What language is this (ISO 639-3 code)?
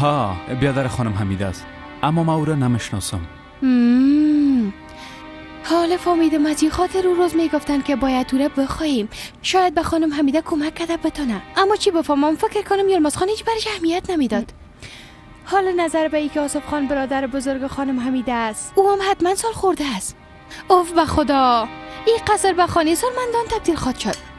fas